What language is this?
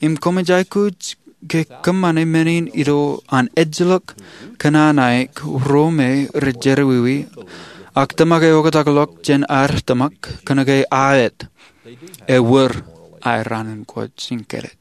Marshallese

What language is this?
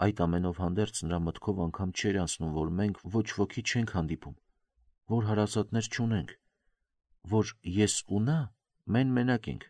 Armenian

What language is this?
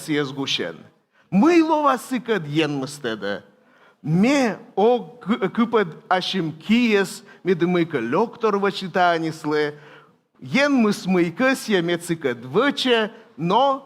Komi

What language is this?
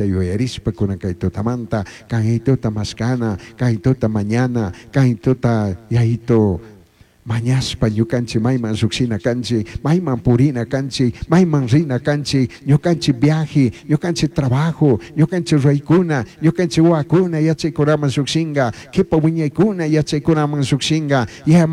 Chimborazo Highland Quichua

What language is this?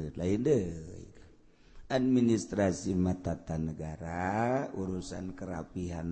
Sundanese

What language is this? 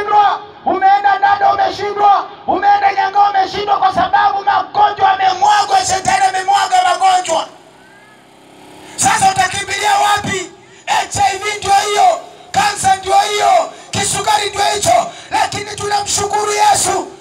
Swahili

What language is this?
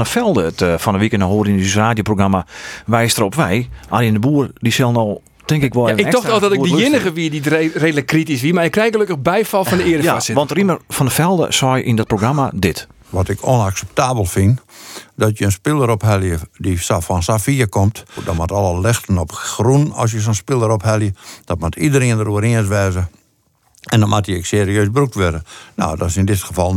Western Frisian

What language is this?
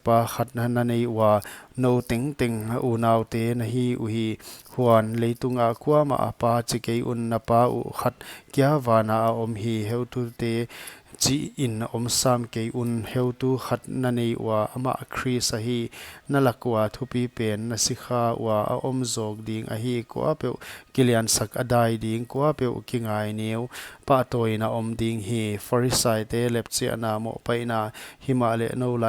Paite Chin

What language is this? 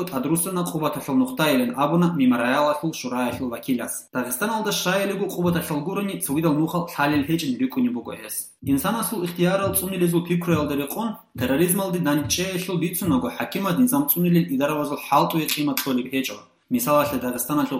Avaric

